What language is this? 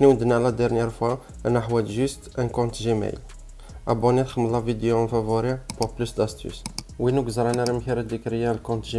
Kabyle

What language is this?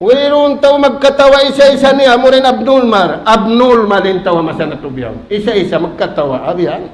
Tausug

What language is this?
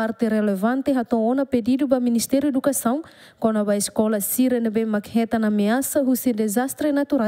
Tetum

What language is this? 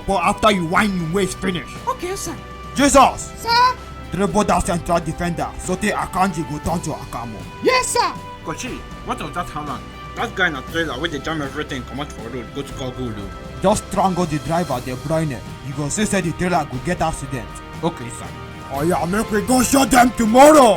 Nigerian Pidgin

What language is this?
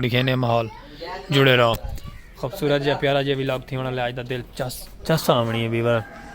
Saraiki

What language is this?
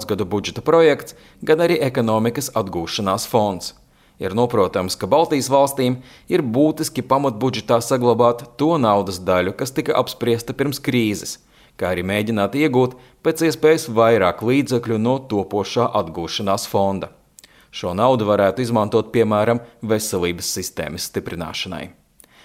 Latvian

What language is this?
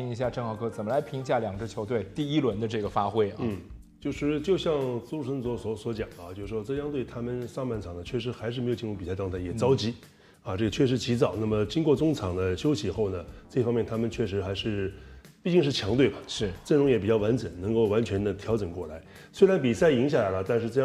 Chinese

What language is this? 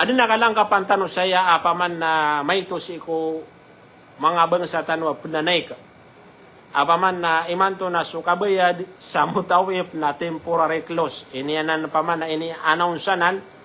Maranao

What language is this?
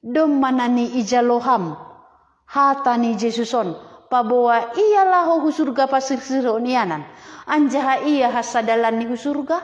Batak Simalungun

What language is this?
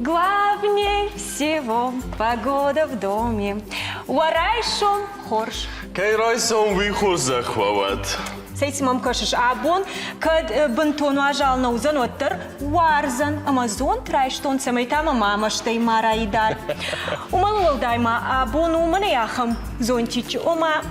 Ossetic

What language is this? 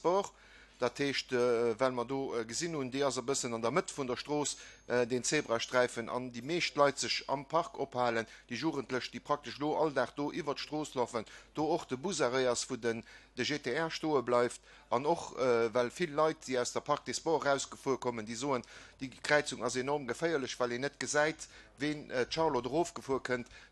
Luxembourgish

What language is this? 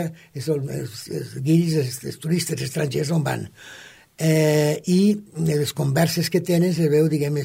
Catalan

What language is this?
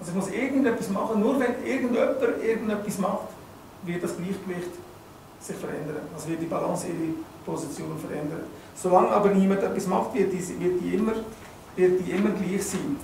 Swiss German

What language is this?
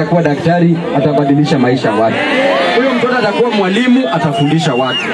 Swahili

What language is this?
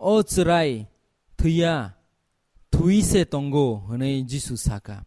Kok Borok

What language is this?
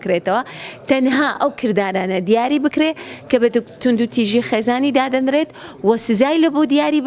Central Kurdish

